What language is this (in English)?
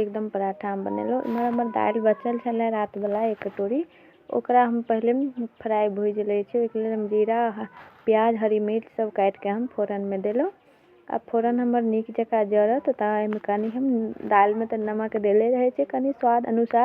Maithili